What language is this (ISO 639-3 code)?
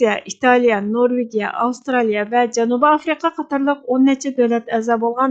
uig